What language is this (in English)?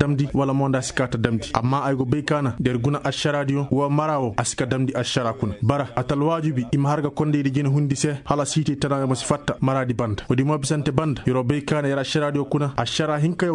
Koyraboro Senni